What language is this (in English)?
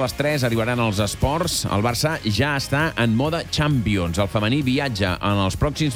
Catalan